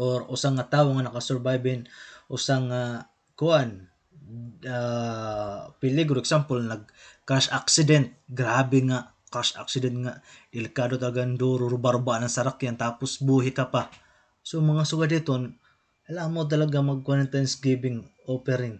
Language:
Waray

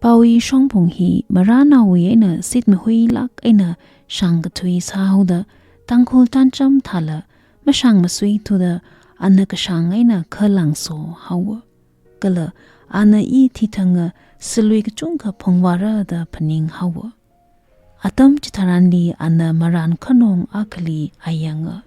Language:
Tangkhul Naga (India)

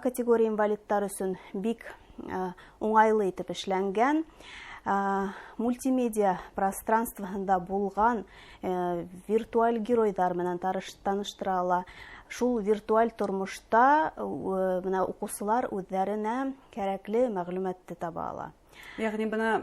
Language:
Bashkir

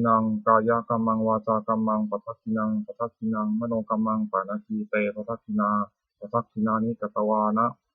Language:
Pali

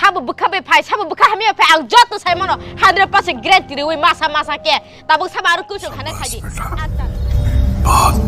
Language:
Kok Borok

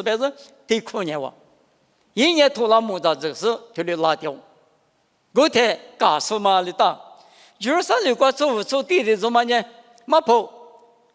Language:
Lisu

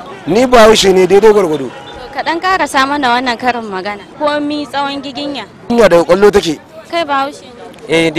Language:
Hausa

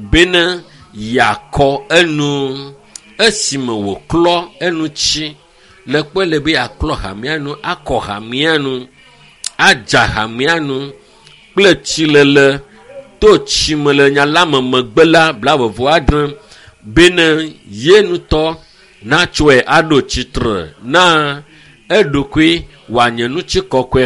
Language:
Ewe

